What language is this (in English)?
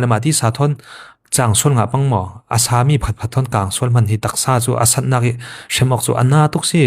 Falam Chin